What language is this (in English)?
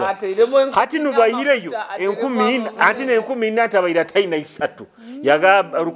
Nyoro